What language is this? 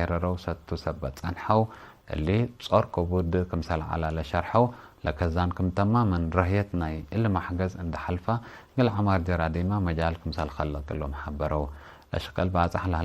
Tigre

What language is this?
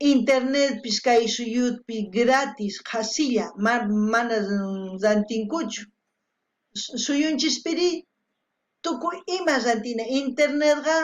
South Bolivian Quechua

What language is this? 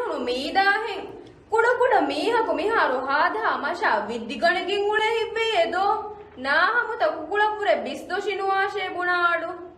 Divehi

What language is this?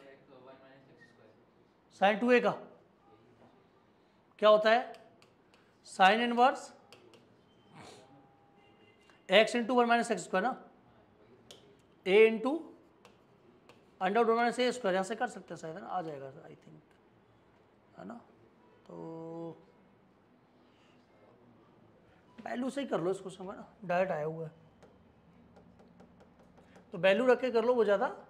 Hindi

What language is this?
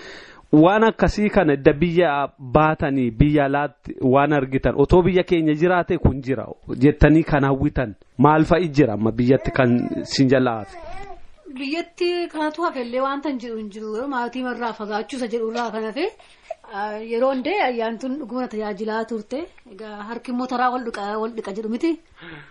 Oromo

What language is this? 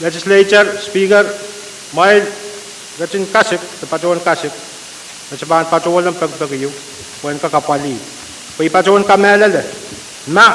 Pohnpeian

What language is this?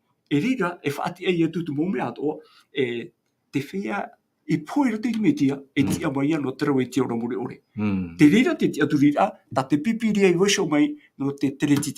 Tahitian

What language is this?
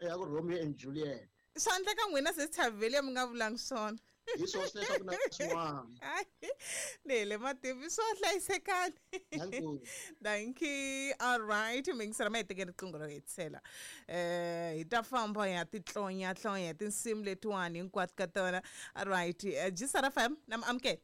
Tsonga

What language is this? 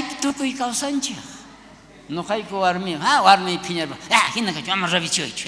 South Bolivian Quechua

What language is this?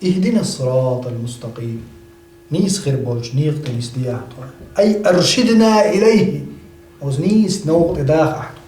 Chechen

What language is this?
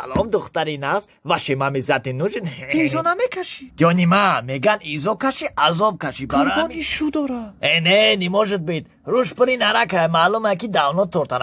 Tajik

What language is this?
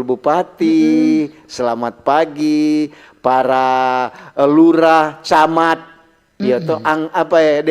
Manado Malay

